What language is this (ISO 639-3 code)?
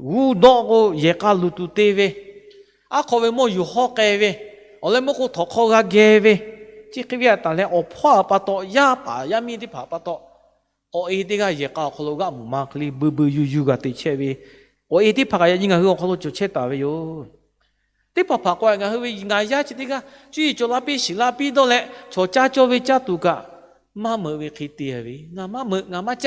lhu